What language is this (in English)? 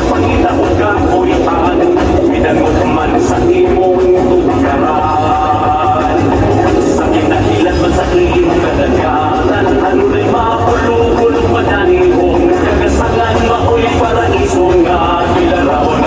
Cebuano